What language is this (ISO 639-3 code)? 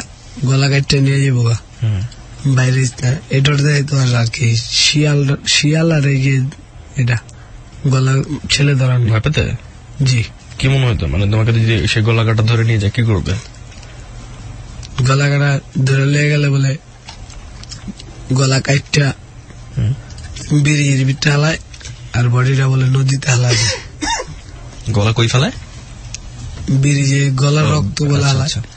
ben